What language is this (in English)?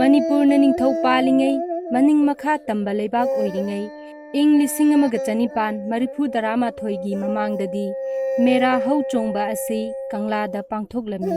Manipuri